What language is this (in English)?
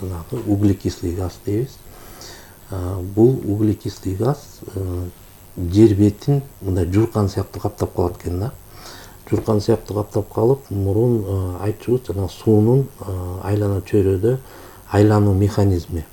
Kyrgyz